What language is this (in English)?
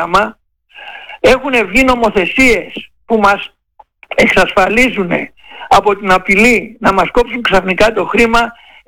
Greek